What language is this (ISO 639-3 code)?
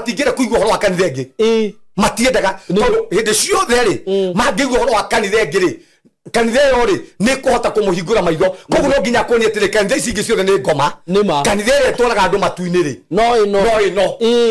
kik